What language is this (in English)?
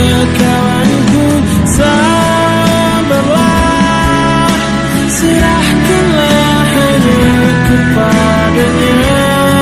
Indonesian